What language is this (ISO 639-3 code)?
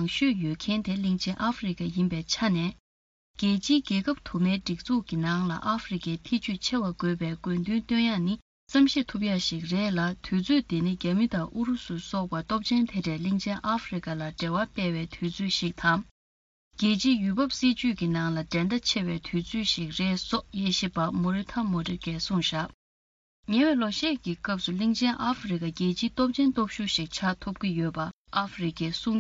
bod